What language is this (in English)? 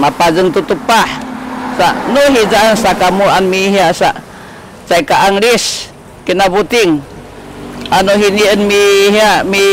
Sakizaya